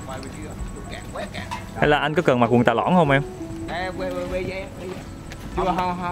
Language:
Vietnamese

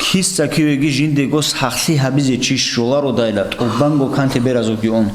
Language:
Avaric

